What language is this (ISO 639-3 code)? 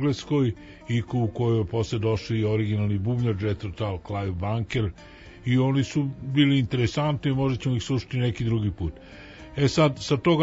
srp